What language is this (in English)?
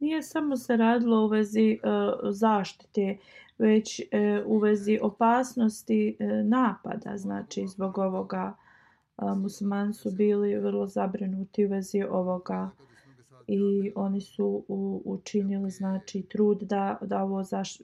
Bosnian